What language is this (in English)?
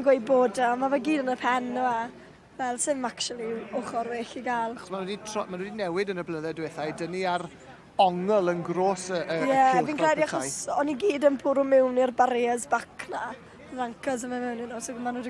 Welsh